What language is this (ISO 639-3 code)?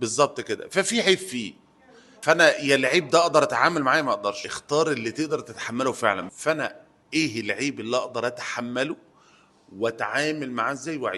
arz